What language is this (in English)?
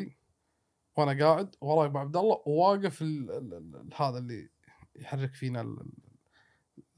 Gulf Arabic